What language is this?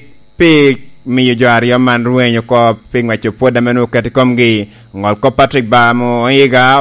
Lango (Uganda)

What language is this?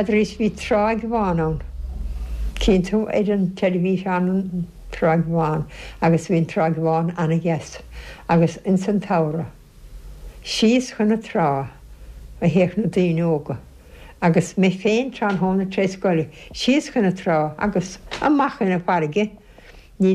Irish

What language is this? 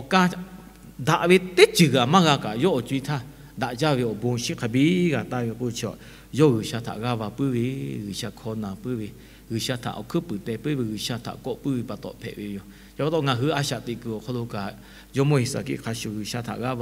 Lahu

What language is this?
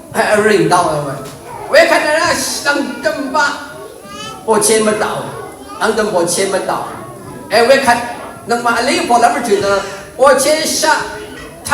Rawang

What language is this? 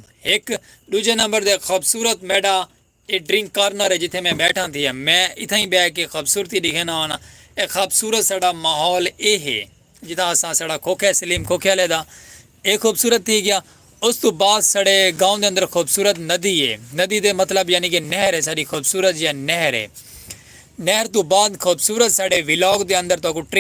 Saraiki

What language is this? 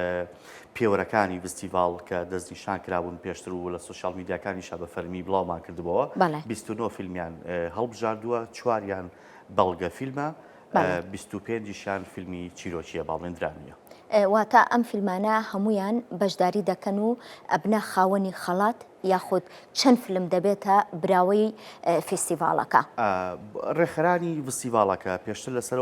Central Kurdish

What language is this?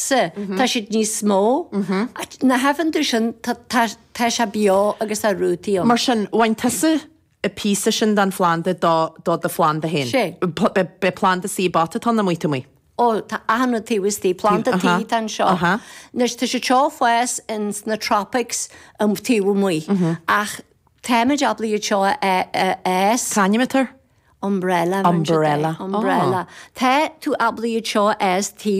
Irish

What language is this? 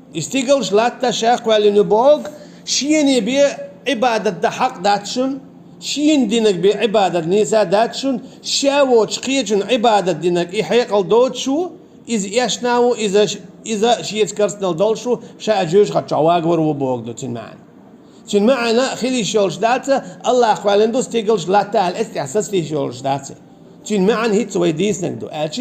Chechen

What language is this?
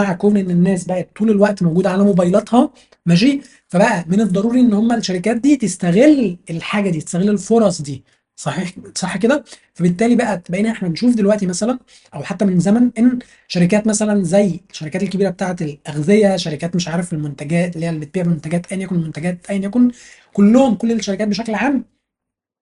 Egyptian Arabic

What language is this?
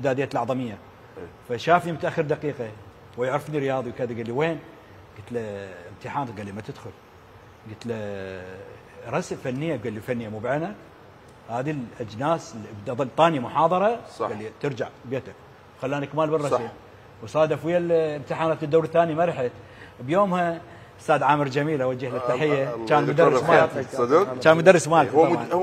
Mesopotamian Arabic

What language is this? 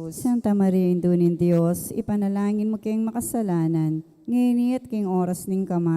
Pampanga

